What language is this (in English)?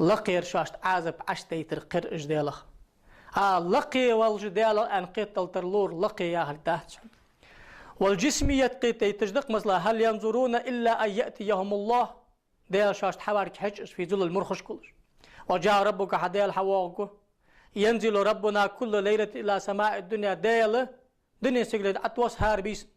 Ingush